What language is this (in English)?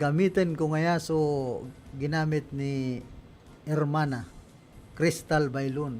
Bikol